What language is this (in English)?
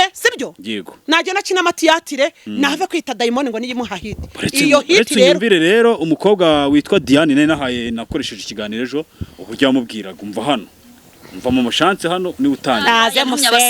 Kinyarwanda